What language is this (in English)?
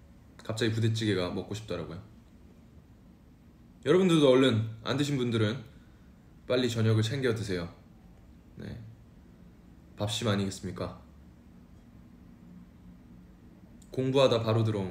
Korean